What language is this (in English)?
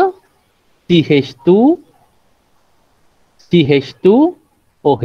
Malay